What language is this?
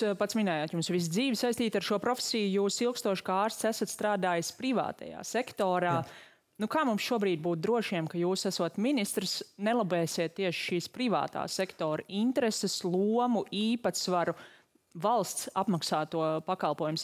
Latvian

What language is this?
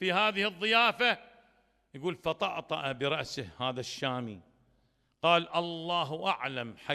Mesopotamian Arabic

